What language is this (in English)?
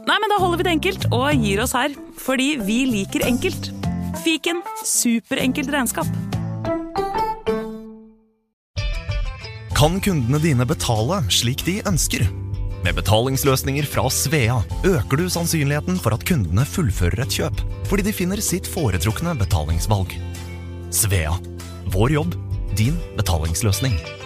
Norwegian